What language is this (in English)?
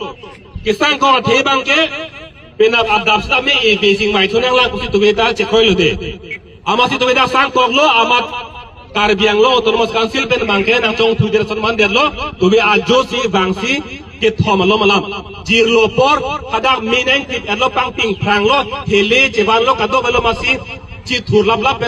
Karbi